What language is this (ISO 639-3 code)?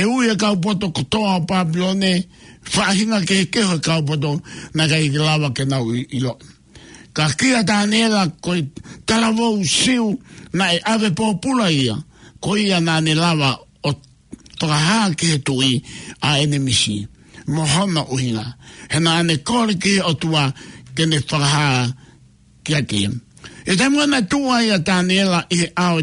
ton